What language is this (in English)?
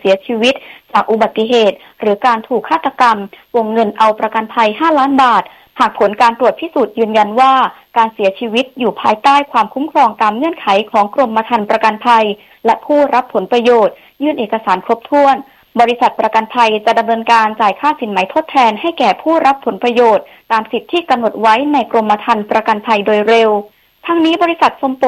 Thai